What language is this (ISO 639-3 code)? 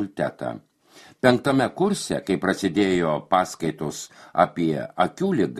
lit